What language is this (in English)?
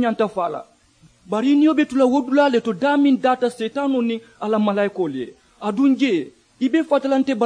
Mandingo